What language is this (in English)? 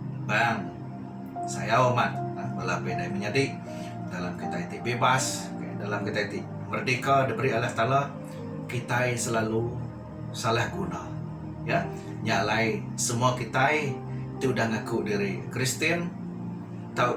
Iban